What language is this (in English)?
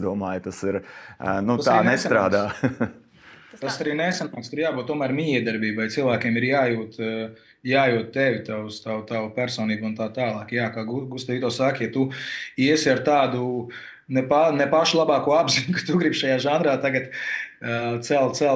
Latvian